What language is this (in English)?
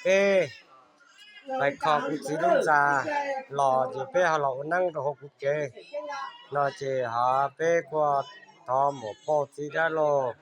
Hmong